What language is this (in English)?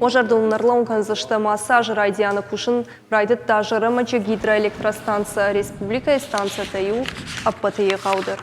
Ossetic